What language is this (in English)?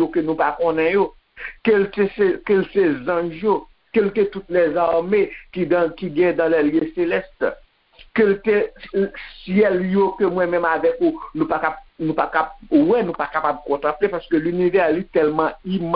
Haitian Creole